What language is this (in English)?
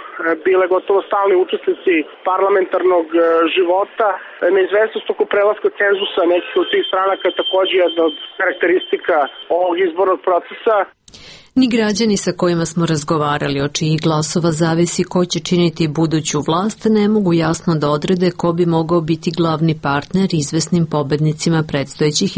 Serbian